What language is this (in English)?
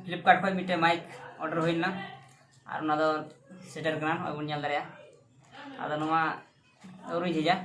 Santali